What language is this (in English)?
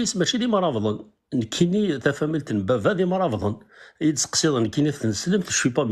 Kabyle